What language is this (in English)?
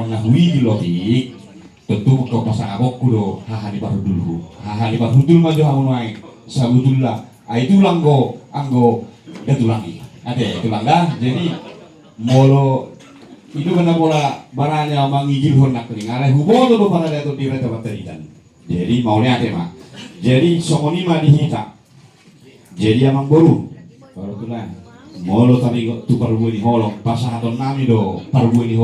Batak Toba